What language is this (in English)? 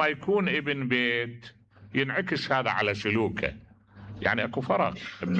Mesopotamian Arabic